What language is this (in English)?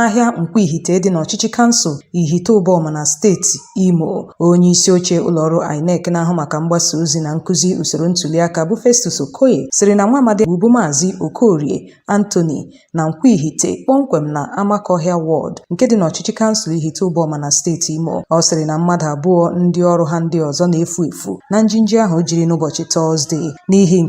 Igbo